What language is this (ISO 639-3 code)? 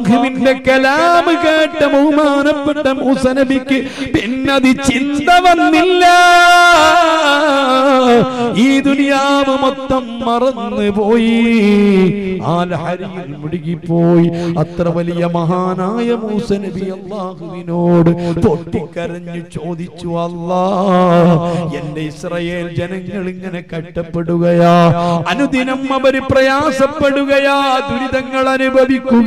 mal